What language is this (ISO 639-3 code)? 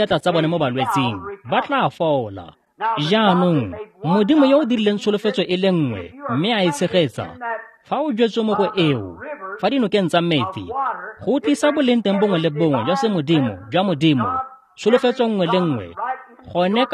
tsn